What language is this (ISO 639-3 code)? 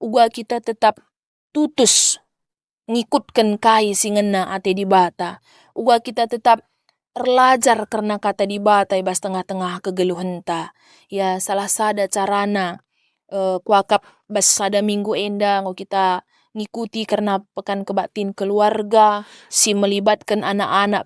btx